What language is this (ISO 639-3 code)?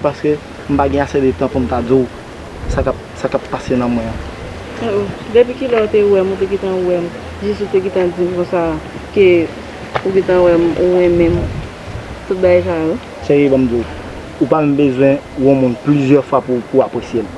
hat